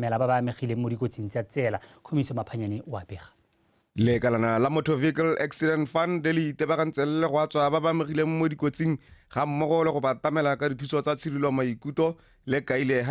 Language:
Tswana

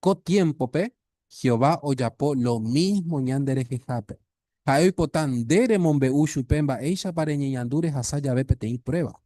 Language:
Guarani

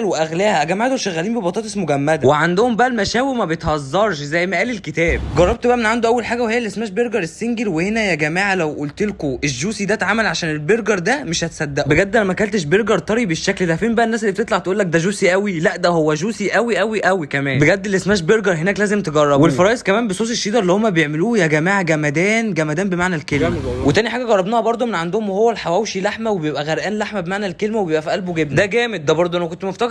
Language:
Egyptian Arabic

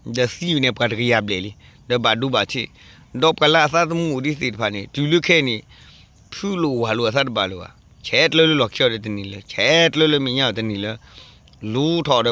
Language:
S'gaw Karen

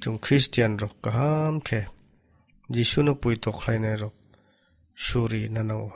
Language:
Kok Borok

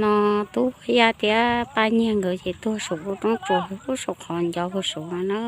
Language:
Hmong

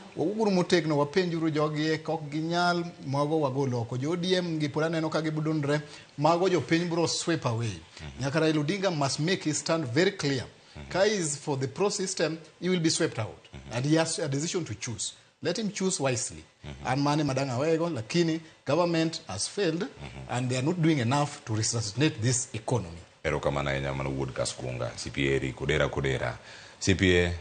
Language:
Luo (Kenya and Tanzania)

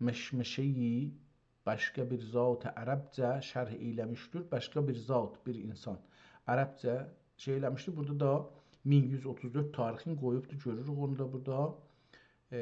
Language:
South Azerbaijani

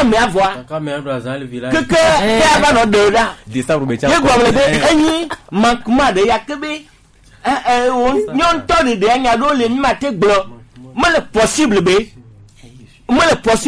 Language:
Gen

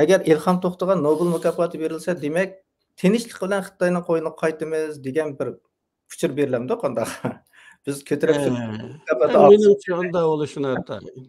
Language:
Uyghur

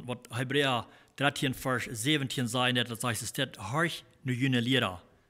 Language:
Plautdietsch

